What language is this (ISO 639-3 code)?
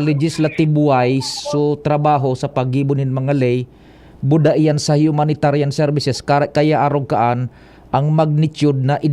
bik